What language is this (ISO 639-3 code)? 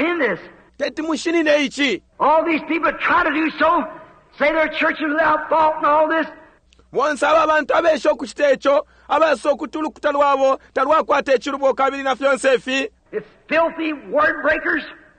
bem